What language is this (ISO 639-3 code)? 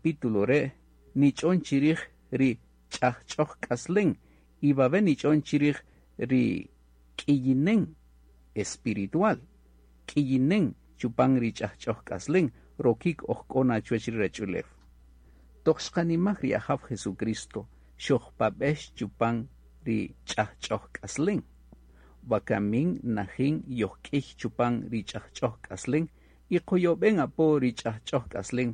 cak